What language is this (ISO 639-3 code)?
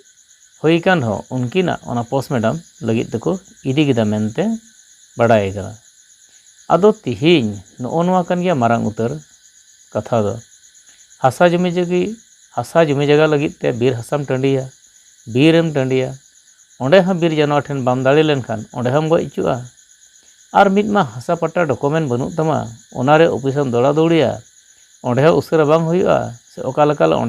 sat